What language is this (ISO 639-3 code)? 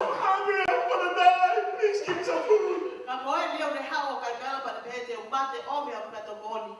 ton